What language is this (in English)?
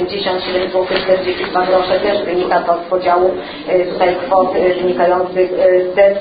Polish